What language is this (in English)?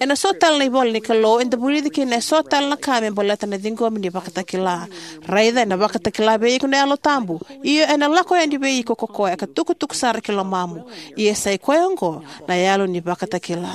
Fijian